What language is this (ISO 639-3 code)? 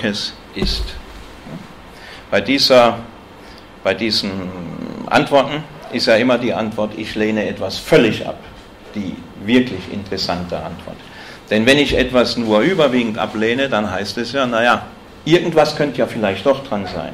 deu